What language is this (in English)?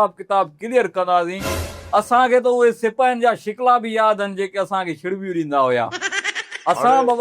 Sindhi